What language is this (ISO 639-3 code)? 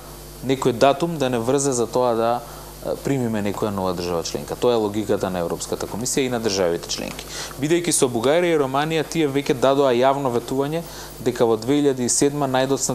mkd